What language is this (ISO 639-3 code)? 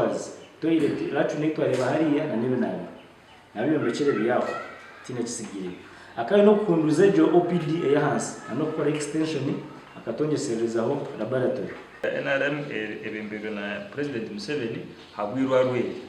nyn